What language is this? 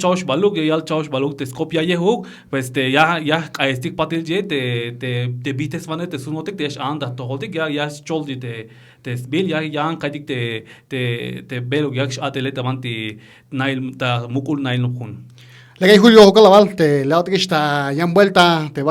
Tzeltal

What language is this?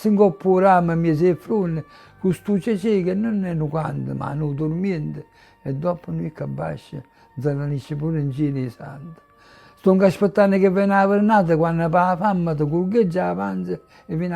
Neapolitan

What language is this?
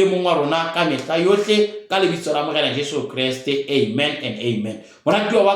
Southern Sotho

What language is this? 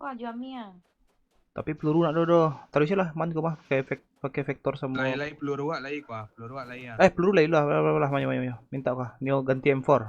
Minangkabau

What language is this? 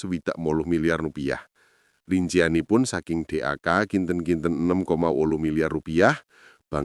Javanese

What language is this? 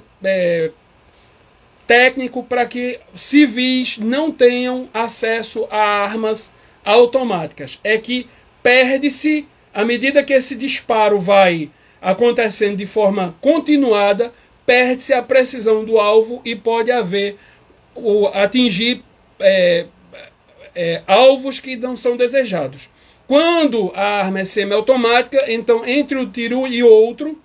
Portuguese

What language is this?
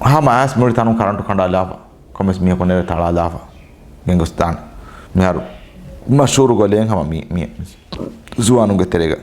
Divehi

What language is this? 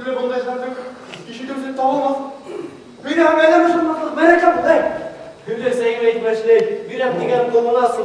Bashkir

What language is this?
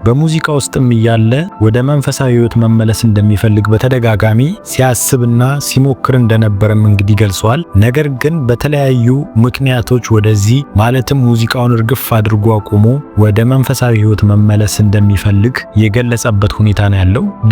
Amharic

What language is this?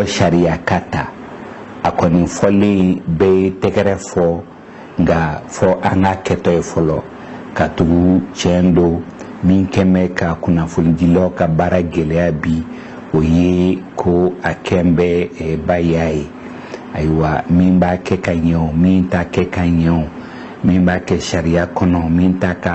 Bambara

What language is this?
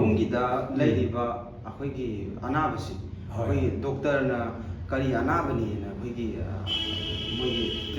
Manipuri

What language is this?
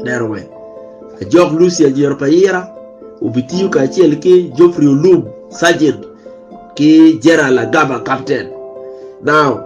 Acoli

